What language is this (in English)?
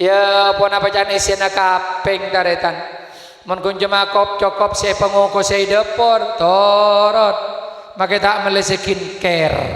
Madurese